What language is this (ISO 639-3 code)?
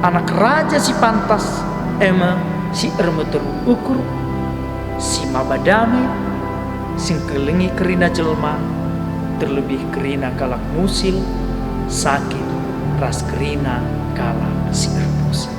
btx